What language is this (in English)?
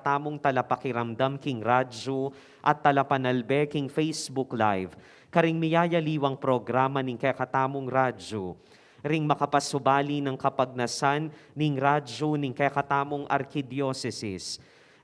Pampanga